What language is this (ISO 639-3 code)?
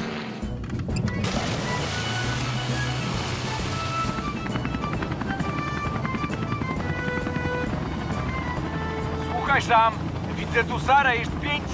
pol